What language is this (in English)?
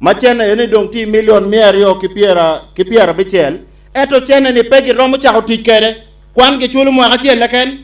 Acoli